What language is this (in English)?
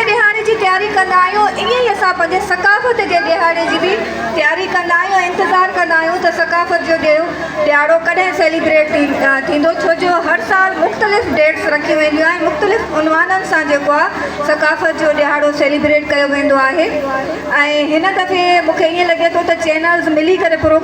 Sindhi